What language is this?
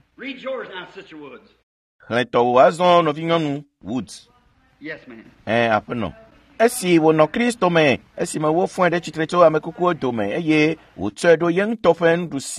Ewe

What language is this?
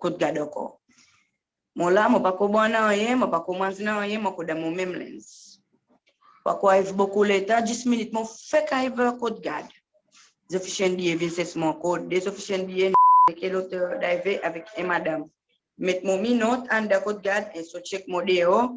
Seselwa Creole French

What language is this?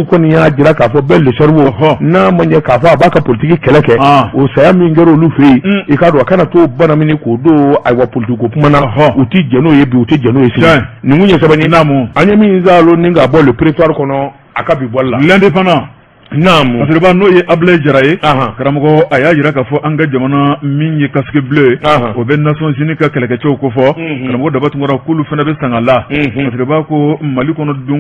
Bambara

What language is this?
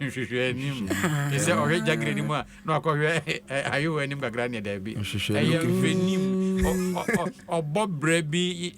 Akan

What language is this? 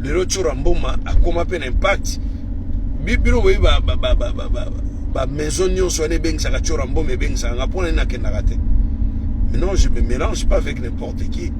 Lingala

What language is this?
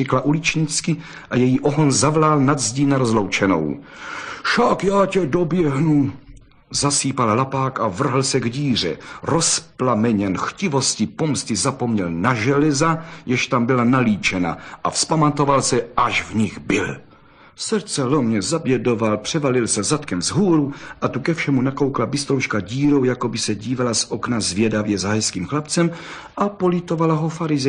Czech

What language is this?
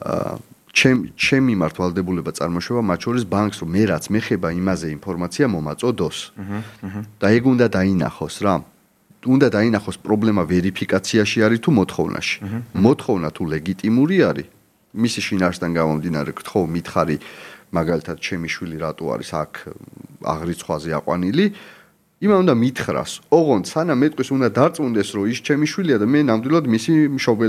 Georgian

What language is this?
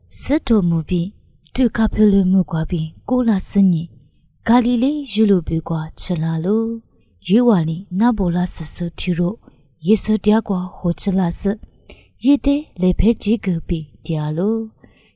Lisu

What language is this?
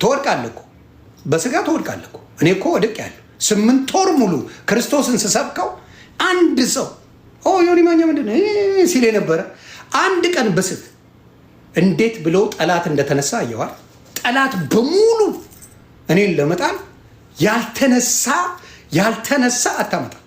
Amharic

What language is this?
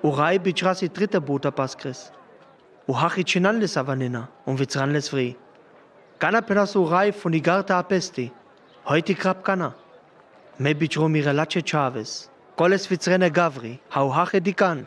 Sinte Romani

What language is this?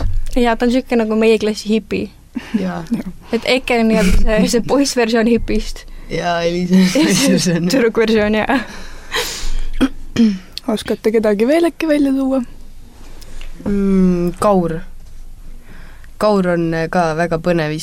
Estonian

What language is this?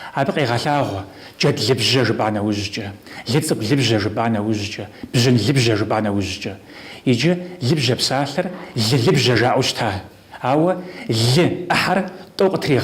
Kabardian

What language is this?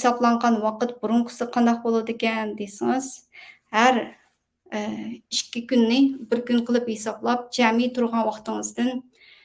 Uyghur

